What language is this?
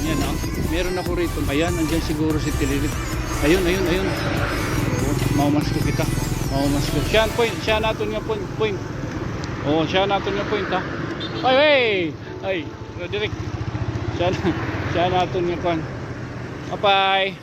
Waray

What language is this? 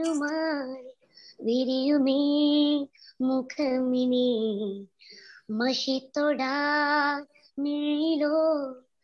Malayalam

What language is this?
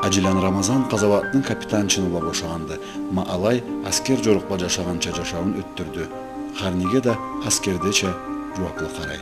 Karachay-Balkar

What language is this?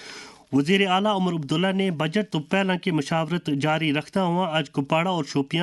Gujari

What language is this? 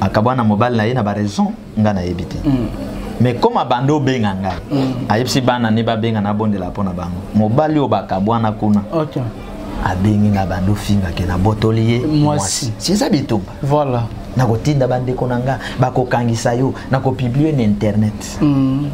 Lingala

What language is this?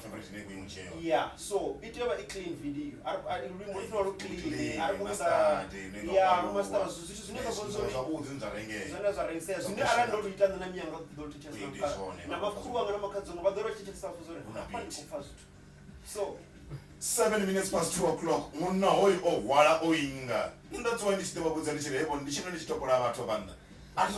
Venda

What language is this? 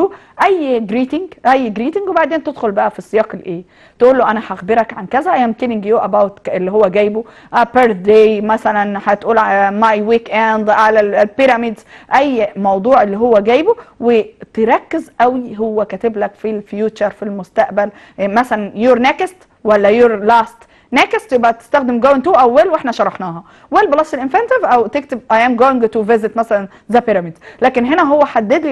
Egyptian Arabic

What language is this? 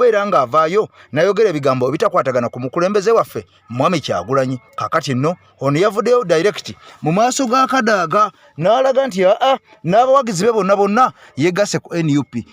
Ganda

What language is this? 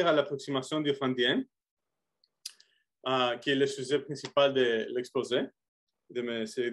French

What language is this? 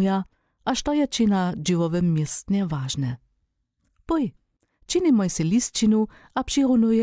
Upper Sorbian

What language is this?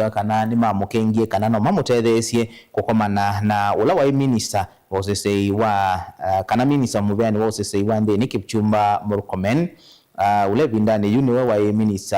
Kamba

